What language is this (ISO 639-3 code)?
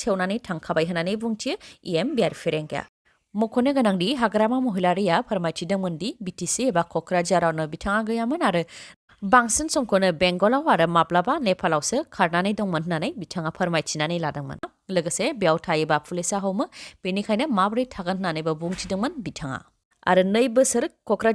brx